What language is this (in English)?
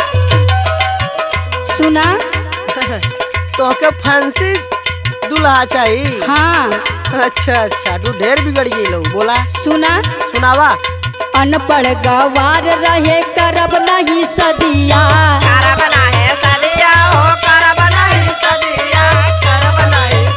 Bhojpuri